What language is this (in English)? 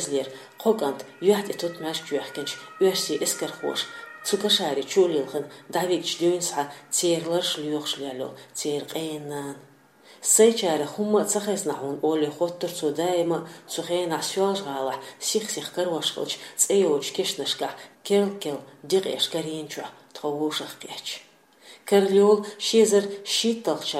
Chechen